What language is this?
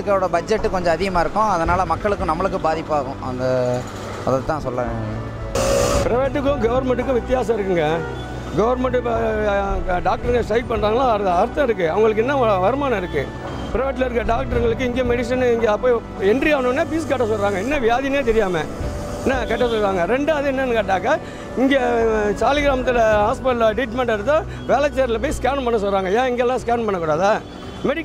Tamil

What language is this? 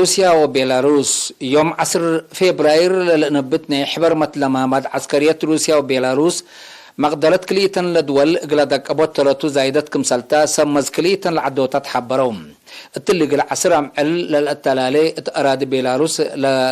Tigre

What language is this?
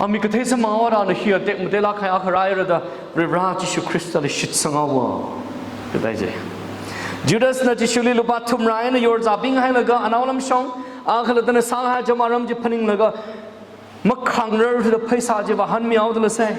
Tangkhul Naga (India)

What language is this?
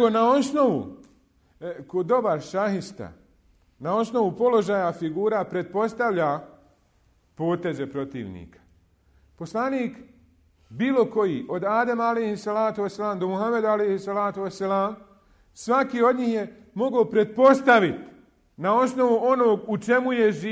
Bosnian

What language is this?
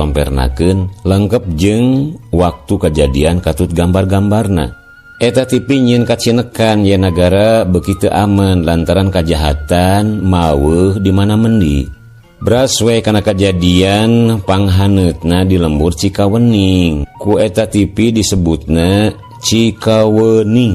Sundanese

